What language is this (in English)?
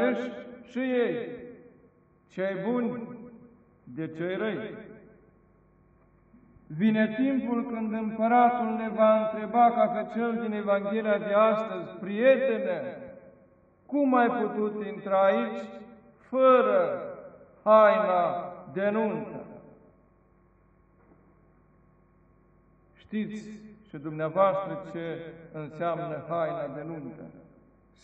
Romanian